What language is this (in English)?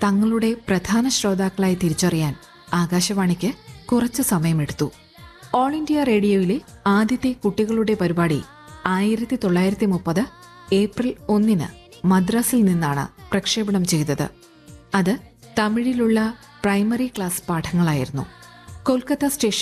Malayalam